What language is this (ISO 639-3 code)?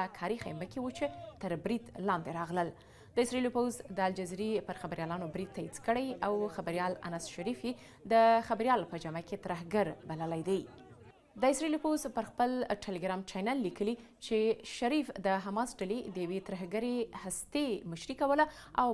pus